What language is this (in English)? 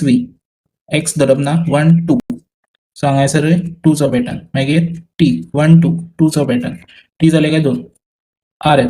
Konkani